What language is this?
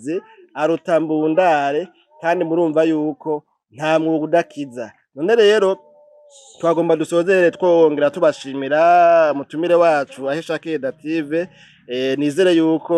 Rundi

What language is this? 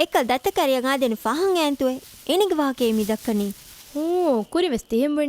Divehi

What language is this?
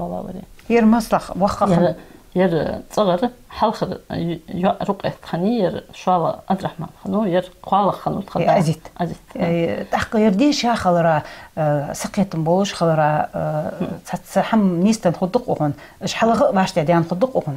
Ingush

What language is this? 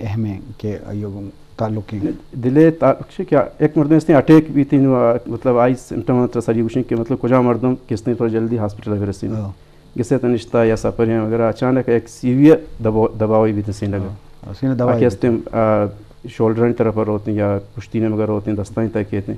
Eastern Balochi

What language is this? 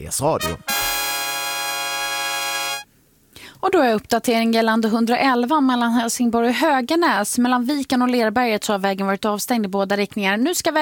Swedish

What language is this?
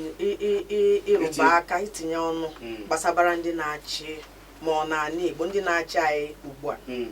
Igbo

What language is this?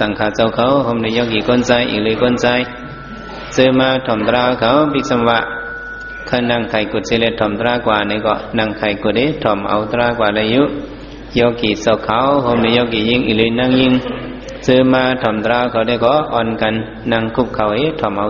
Shan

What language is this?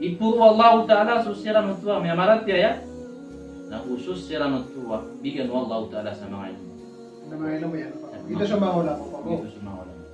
Maranao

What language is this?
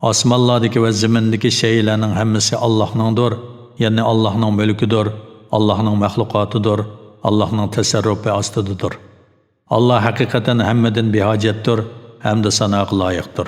Uyghur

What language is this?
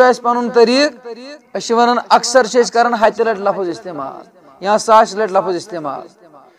Kashmiri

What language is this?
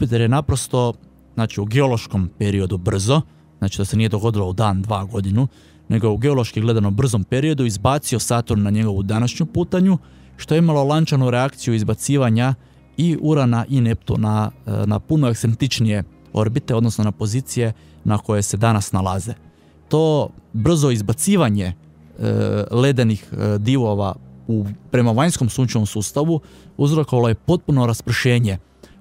Croatian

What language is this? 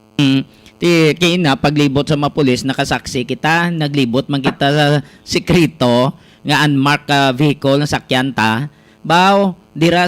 Hiligaynon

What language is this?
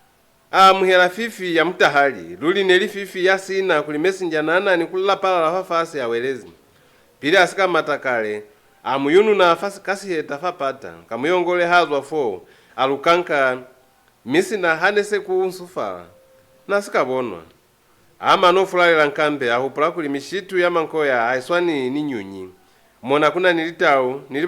Lozi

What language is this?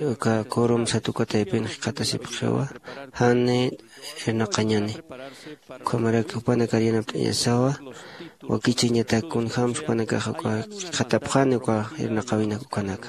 Aymara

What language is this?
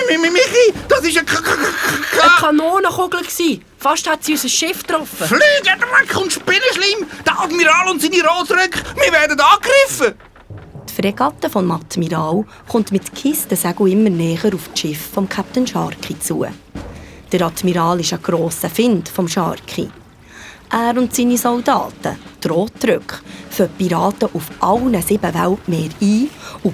Swiss German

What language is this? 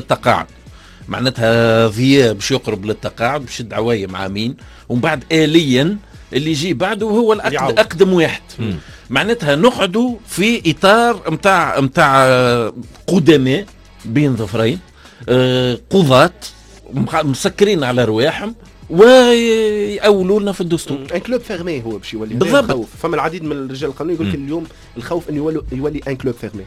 Tunisian Arabic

